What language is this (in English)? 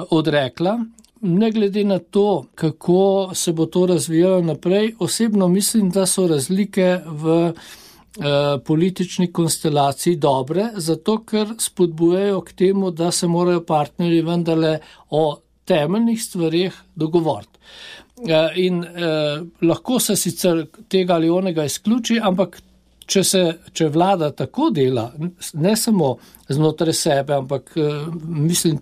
Slovenian